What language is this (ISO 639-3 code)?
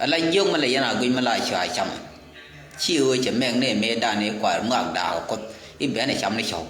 nus